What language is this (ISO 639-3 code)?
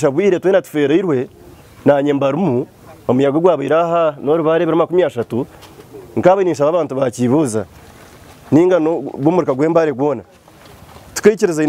nyn